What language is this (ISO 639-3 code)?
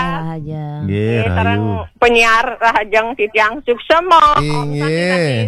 ban